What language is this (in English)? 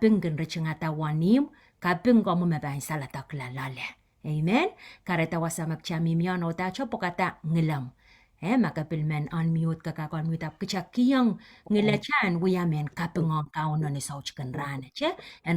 Pohnpeian